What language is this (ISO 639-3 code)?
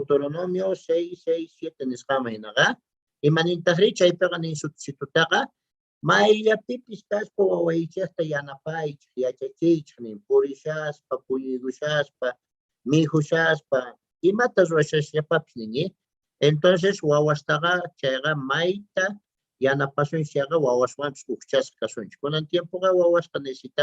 quh